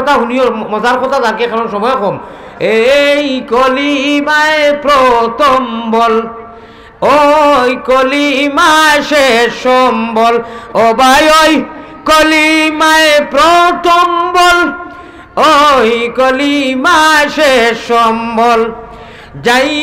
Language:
Sylheti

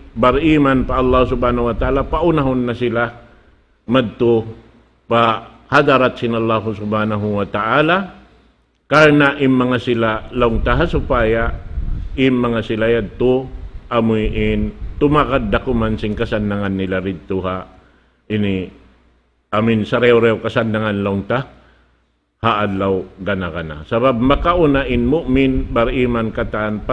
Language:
Tausug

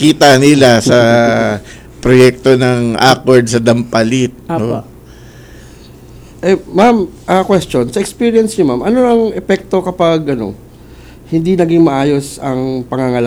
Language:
Filipino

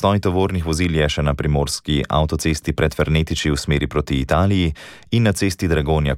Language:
Slovenian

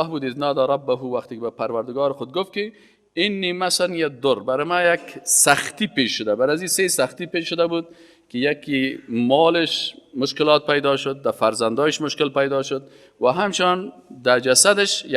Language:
Persian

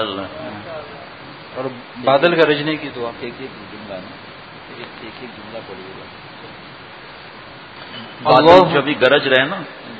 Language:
Urdu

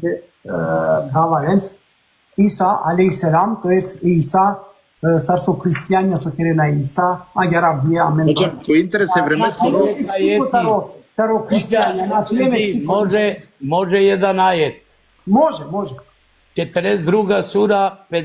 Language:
Balkan Romani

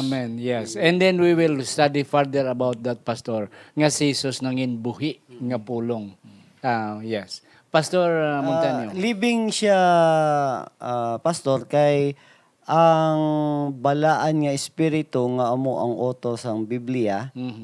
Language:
Hiligaynon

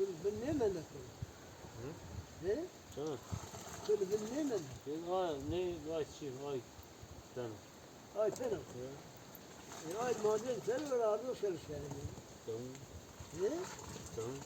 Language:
Zaza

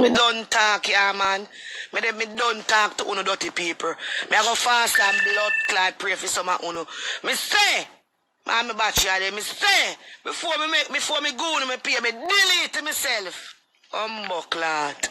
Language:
Jamaican Creole English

